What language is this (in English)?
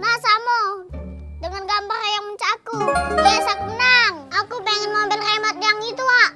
Musi